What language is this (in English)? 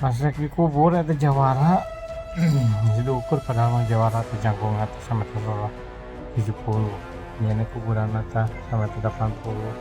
Sundanese